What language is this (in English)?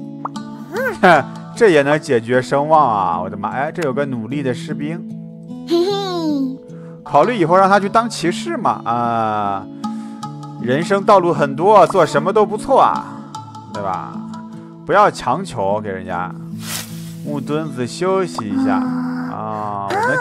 Chinese